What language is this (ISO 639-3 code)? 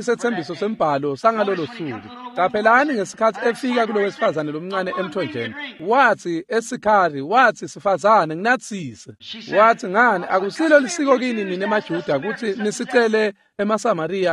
ssw